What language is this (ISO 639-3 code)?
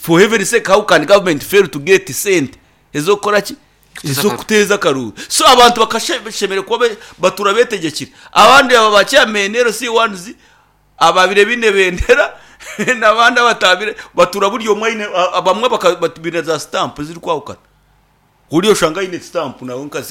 nyn